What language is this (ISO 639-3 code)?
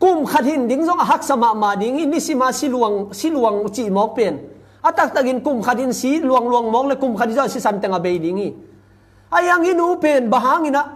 ctd